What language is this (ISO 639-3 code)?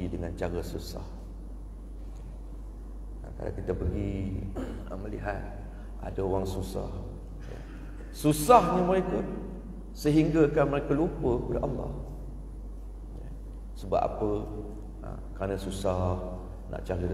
msa